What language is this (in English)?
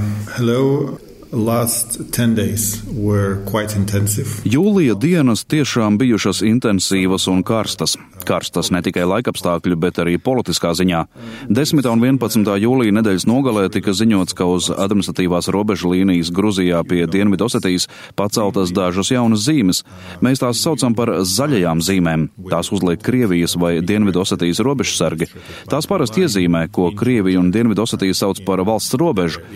Latvian